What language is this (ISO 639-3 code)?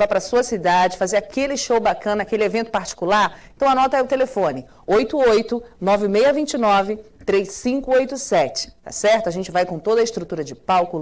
por